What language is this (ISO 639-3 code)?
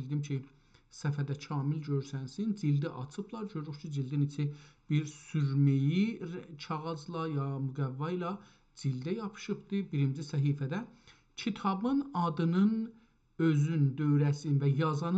azb